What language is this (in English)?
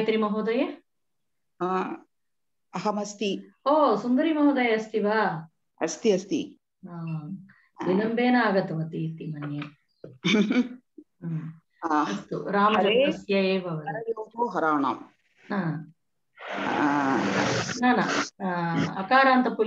Sanskrit